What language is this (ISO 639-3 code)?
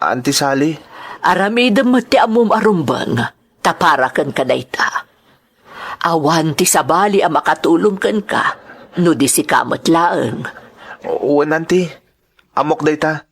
ilo